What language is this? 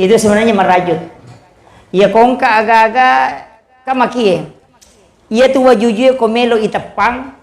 Buginese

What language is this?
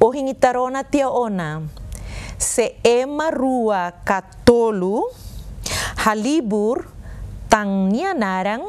Tetum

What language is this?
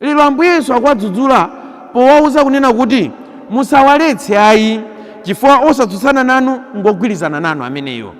Nyanja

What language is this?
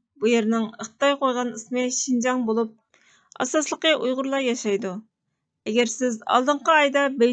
Uyghur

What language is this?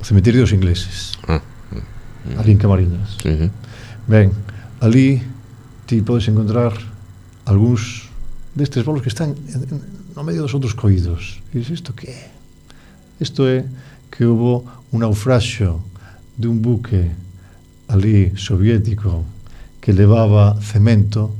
Galician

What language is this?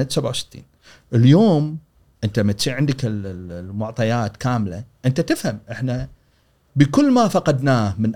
Gulf Arabic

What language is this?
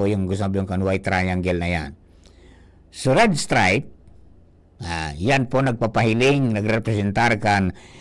Bikol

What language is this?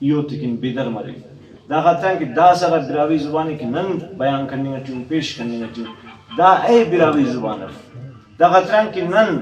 Brahui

